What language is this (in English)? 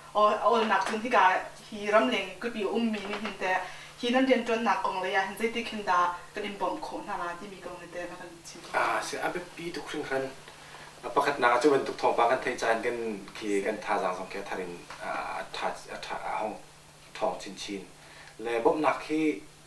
Hakha Chin